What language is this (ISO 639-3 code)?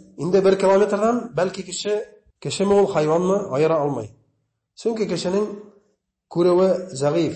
bak